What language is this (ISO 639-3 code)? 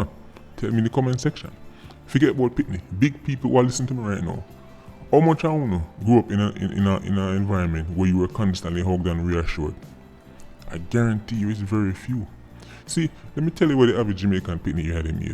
jam